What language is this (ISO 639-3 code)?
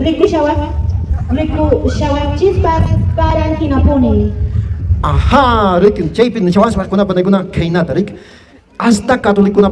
que